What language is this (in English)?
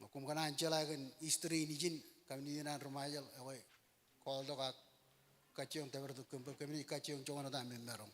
Marshallese